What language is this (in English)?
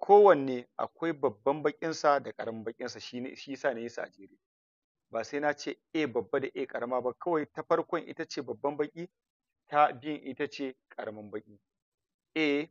Hausa